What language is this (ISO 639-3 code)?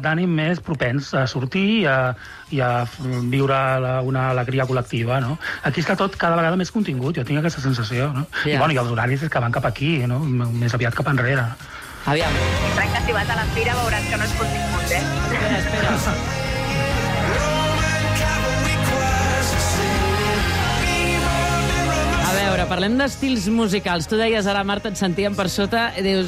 cat